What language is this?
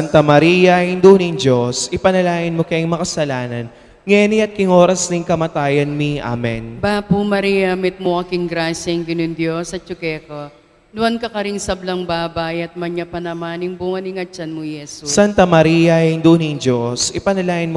Pampanga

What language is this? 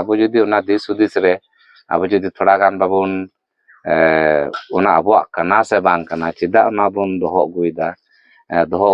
Santali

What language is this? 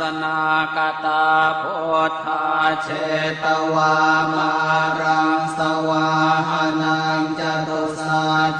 Pali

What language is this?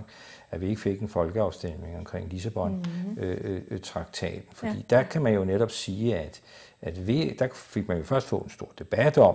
Danish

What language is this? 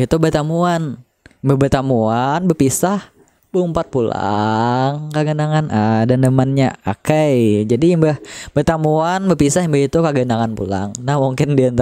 Banjar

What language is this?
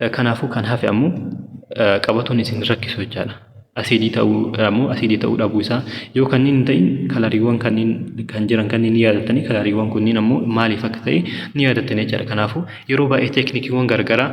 Oromo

